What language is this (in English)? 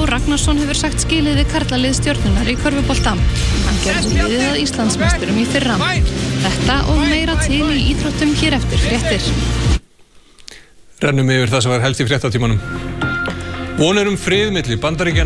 Icelandic